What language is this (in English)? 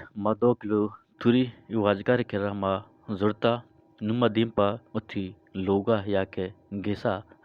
Eastern Balochi